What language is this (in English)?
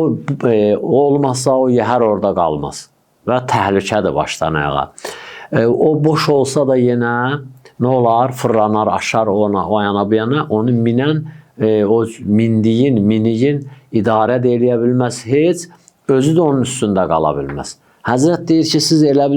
Azerbaijani